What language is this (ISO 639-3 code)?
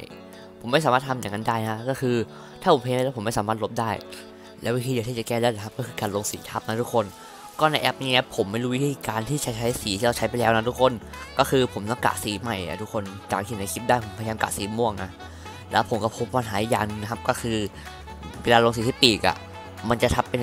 tha